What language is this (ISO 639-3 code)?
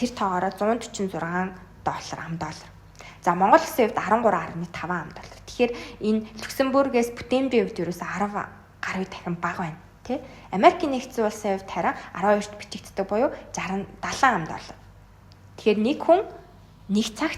mon